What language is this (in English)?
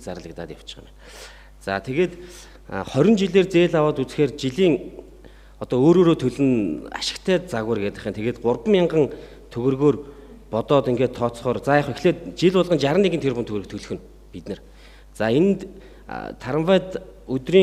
Mongolian